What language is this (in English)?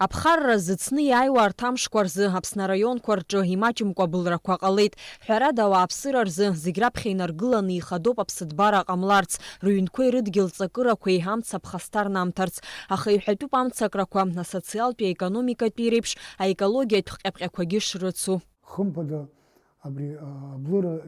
Abkhazian